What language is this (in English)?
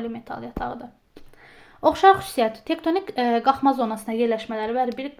Azerbaijani